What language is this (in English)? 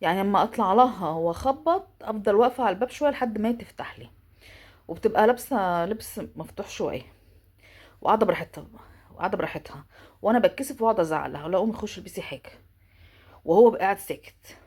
Egyptian Arabic